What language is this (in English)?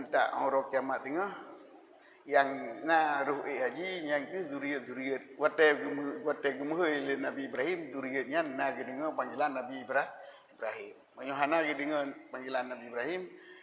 Achinese